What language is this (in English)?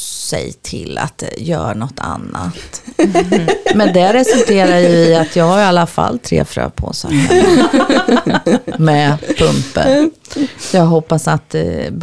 Swedish